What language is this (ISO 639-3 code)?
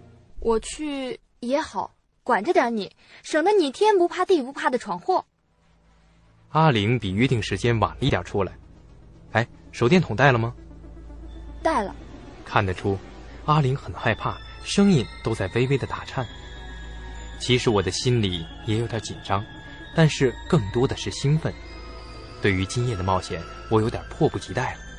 zho